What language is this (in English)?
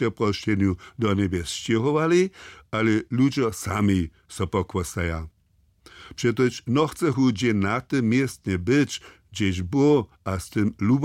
Upper Sorbian